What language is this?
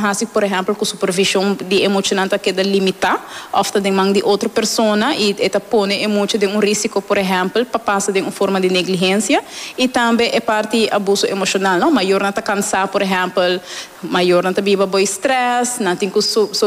Papiamento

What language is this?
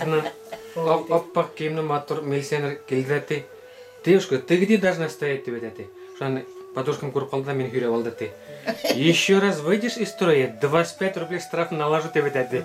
Bashkir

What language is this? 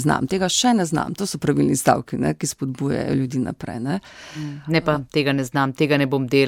Slovenian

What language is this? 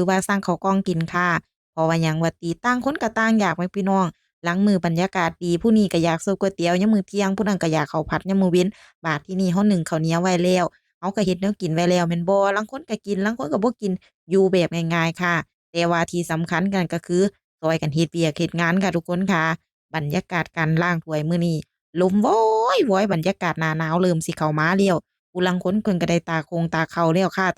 Northeastern Thai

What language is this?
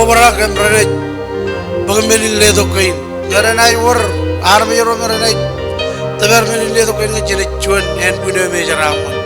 Marshallese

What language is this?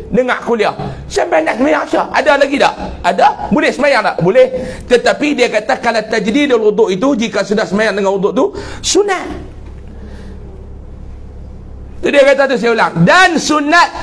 Malay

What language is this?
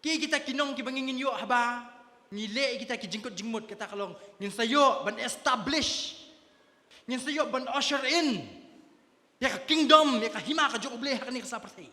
Khasi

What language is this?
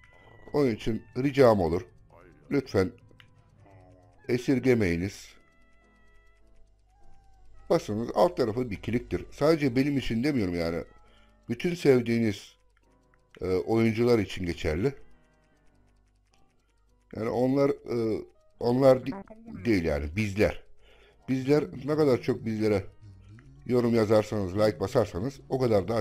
Turkish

